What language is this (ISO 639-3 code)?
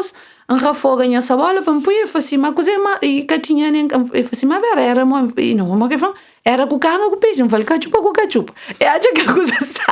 kea